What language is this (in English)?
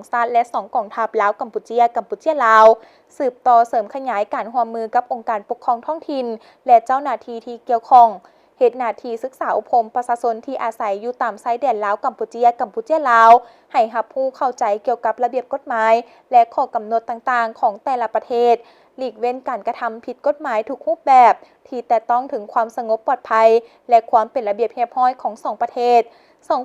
Lao